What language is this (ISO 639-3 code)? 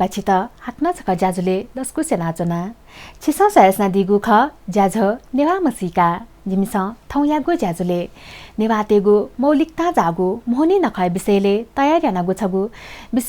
new